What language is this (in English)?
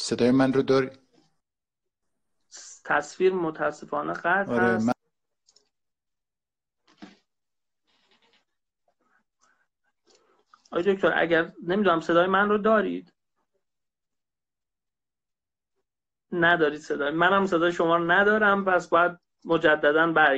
Persian